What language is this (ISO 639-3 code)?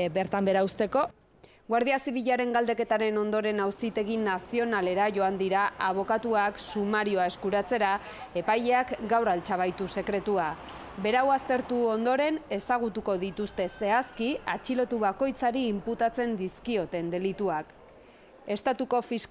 eus